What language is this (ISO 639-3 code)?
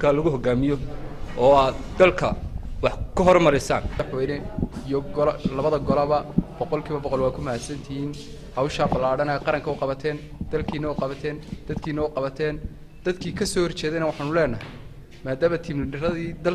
som